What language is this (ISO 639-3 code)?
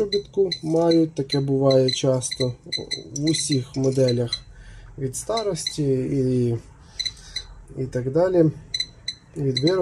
ukr